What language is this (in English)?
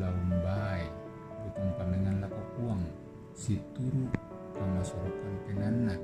Toraja-Sa'dan